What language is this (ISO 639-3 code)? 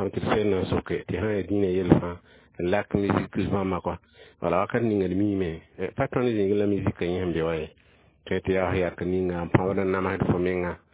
mos